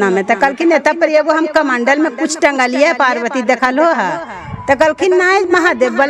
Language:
Magahi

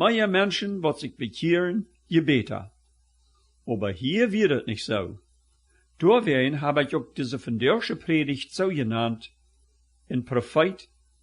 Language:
Plautdietsch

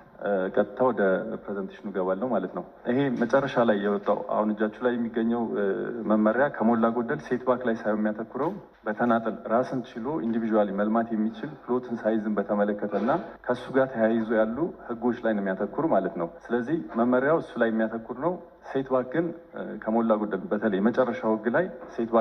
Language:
Amharic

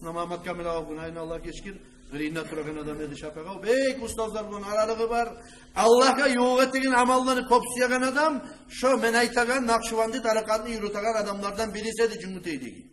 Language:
Kumyk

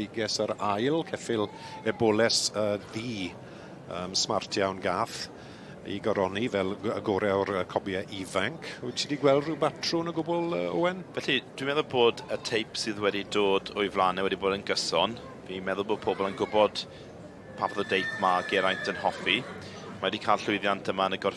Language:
Welsh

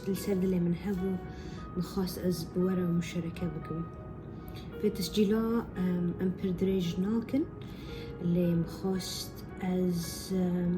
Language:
Kurdish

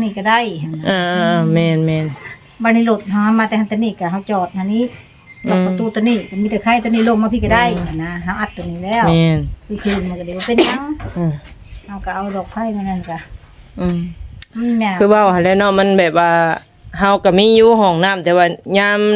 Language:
Northeastern Thai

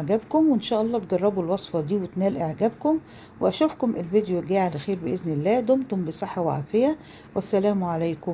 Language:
Egyptian Arabic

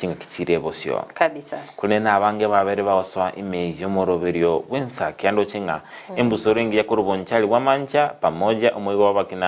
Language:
Gusii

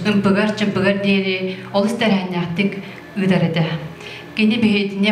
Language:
Yakut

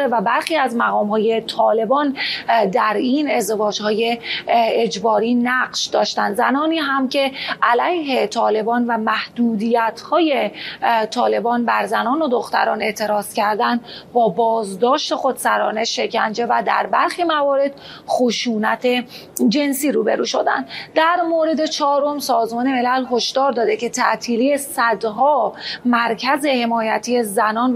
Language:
Persian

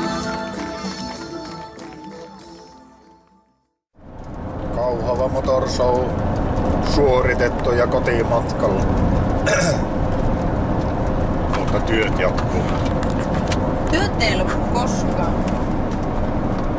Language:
Finnish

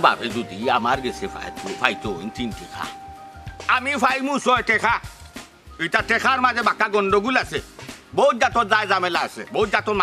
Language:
Sylheti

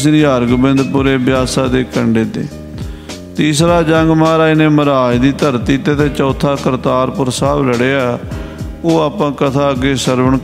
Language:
Punjabi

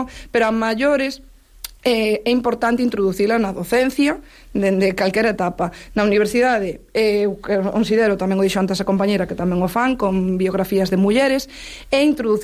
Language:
Galician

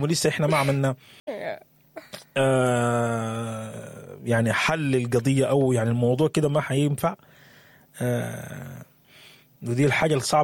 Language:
Sudanese Arabic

